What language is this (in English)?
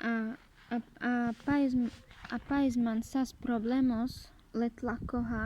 Carpathian Romani